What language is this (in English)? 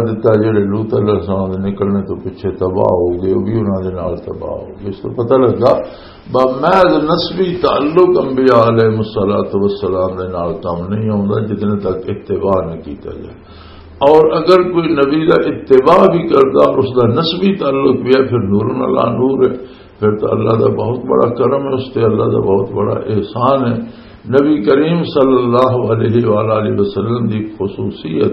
Western Panjabi